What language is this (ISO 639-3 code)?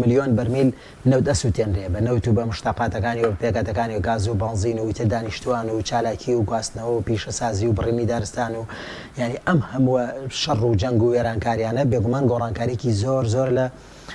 ckb